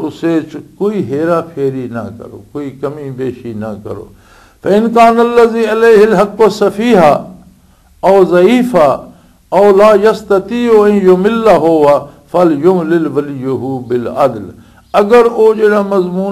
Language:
Western Panjabi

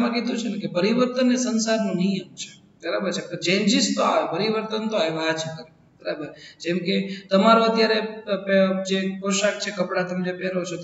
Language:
Gujarati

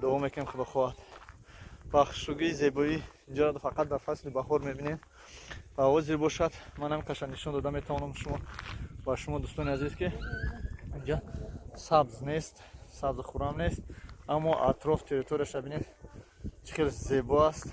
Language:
Tajik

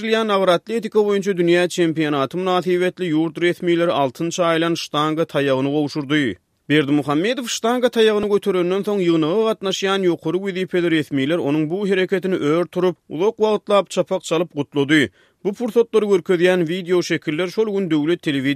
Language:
Turkmen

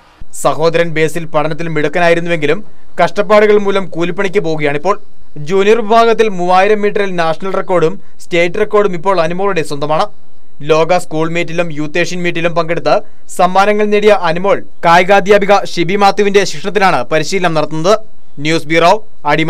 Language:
Malayalam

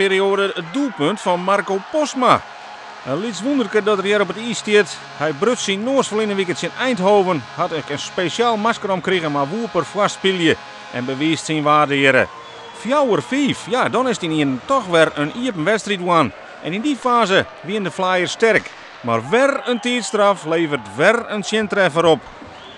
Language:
Western Frisian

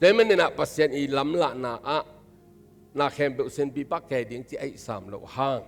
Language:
Tedim Chin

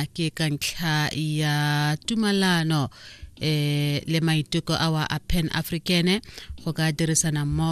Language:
Tswana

